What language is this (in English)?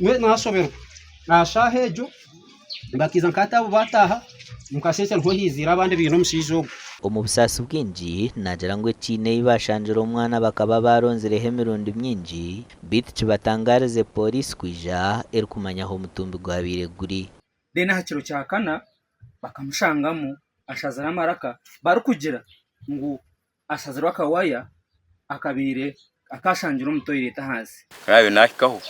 Nyankole